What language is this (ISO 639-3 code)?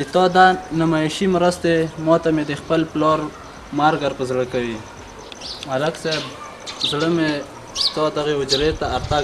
pus